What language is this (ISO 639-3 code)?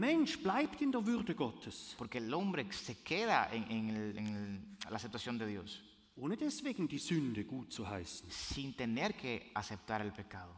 gsw